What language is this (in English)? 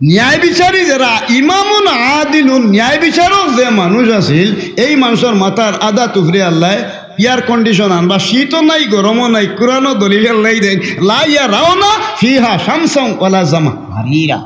Sylheti